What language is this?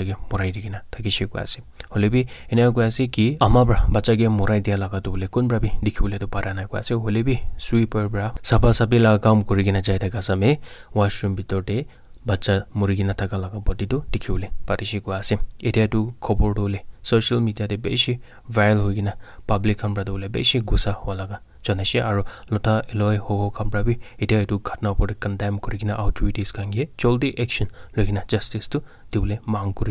Naga Pidgin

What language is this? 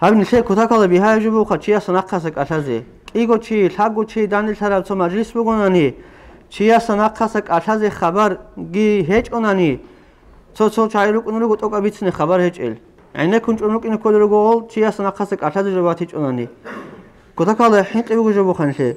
Avaric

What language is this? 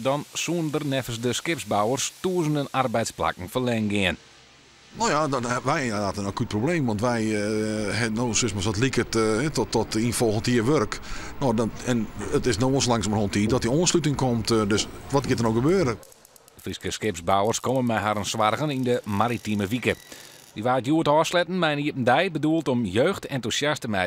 Western Frisian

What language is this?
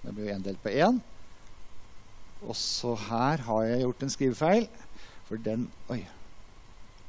Norwegian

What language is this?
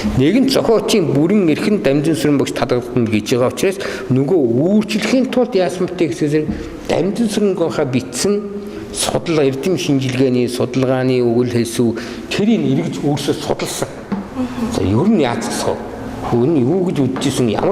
Mongolian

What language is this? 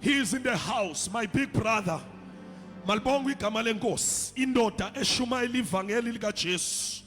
Zulu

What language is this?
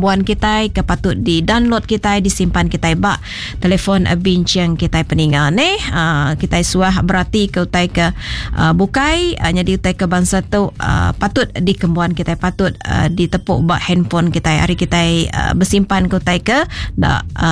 Iban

